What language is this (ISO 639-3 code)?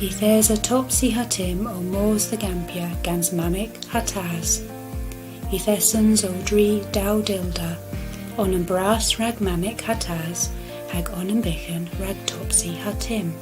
cor